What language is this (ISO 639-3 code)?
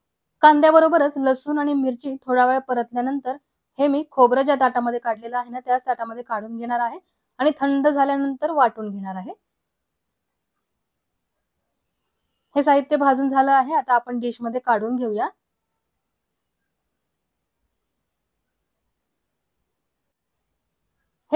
mar